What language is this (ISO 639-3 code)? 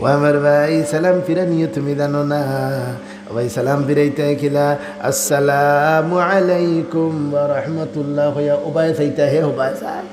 syl